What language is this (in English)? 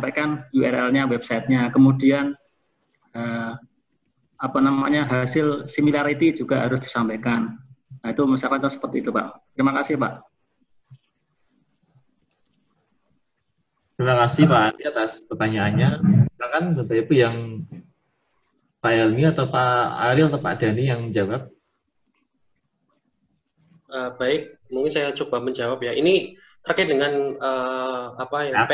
Indonesian